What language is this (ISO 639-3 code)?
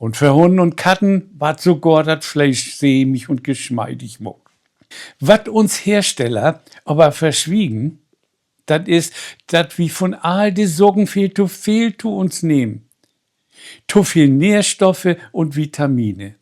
nds